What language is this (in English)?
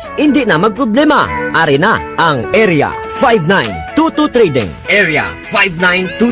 Hiligaynon